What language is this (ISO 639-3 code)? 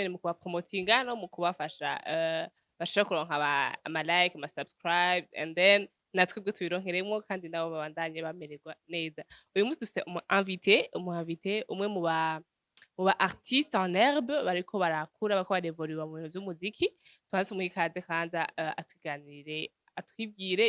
run